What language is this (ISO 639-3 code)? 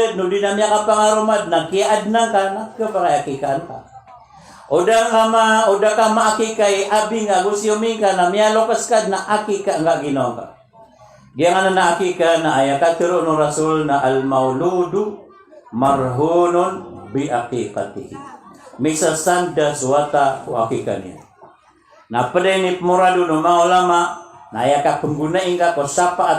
mrw